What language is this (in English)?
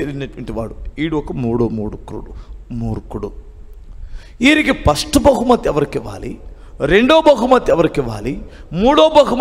Telugu